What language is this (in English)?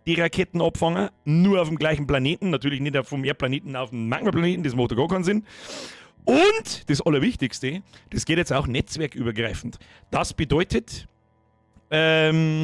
Bavarian